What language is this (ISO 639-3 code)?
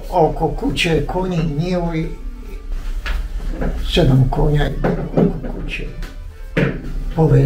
bos